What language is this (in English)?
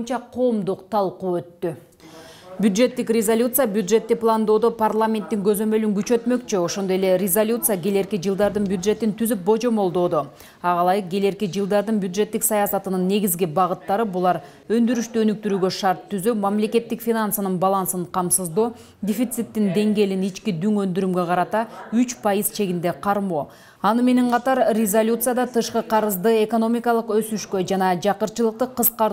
Kyrgyz